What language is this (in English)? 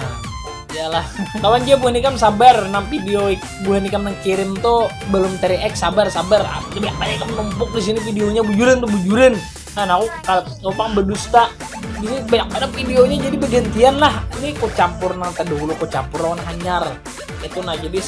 Banjar